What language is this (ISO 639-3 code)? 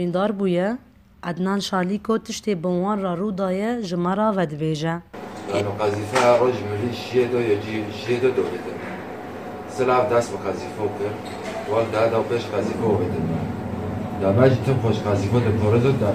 kur